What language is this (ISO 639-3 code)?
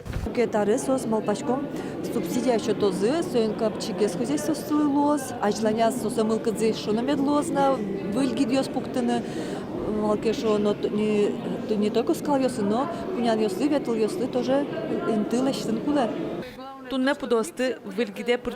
udm